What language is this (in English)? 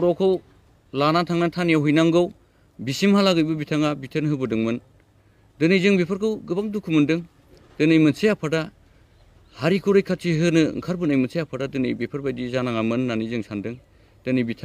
Bodo